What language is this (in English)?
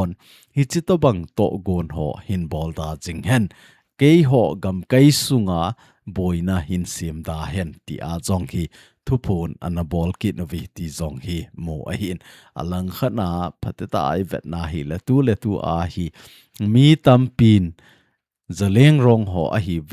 Thado Chin